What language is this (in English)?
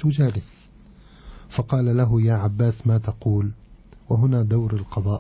Arabic